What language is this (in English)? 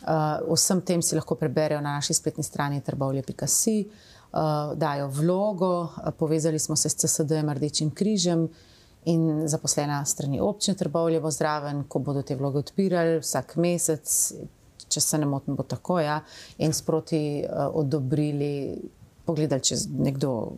Slovenian